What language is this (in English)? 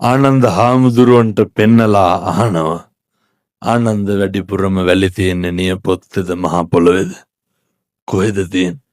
Sinhala